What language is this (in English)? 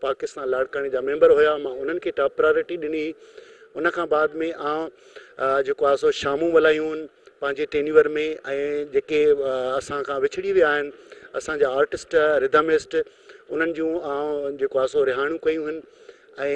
Sindhi